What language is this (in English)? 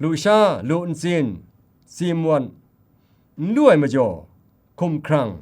Kachin